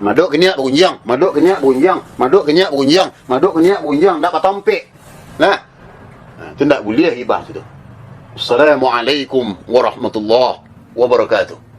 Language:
Minangkabau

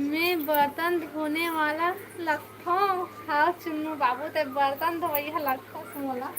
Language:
Chhattisgarhi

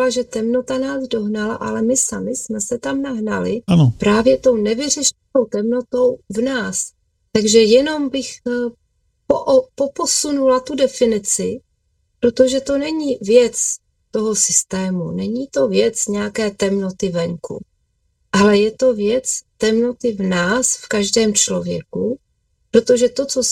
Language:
Czech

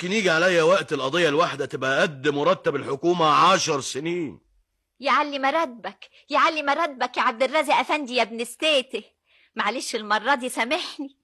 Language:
Egyptian Arabic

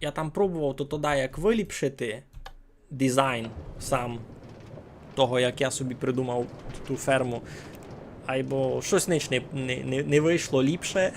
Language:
Rusyn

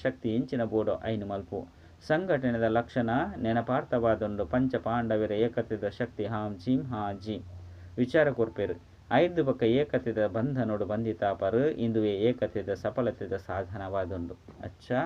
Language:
Tulu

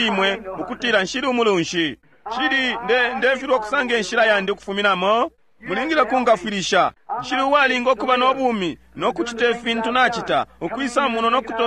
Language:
Bemba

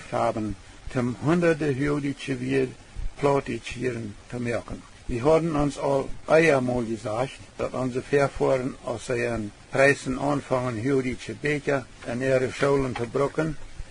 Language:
Plautdietsch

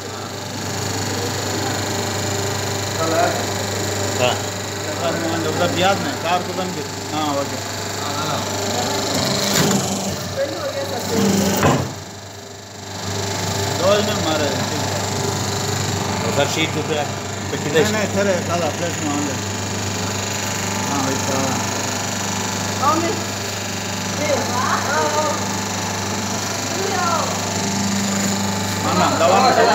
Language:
Telugu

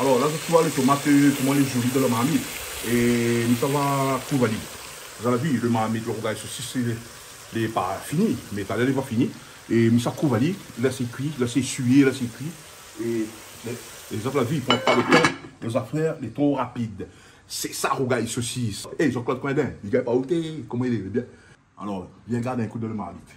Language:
Réunion Creole French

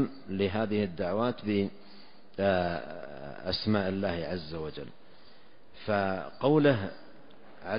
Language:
Arabic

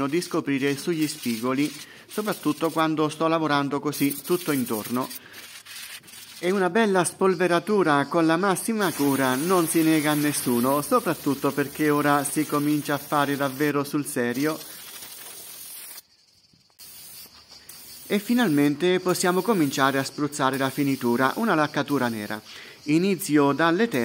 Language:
Italian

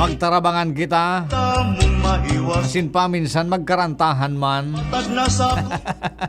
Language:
Bikol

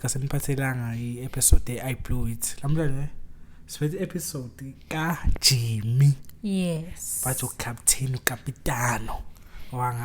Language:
Zulu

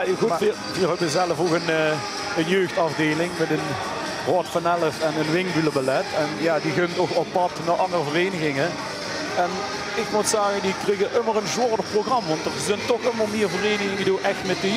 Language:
Limburgish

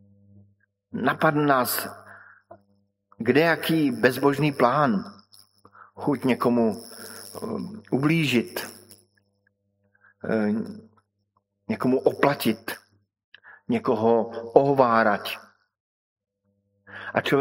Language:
Czech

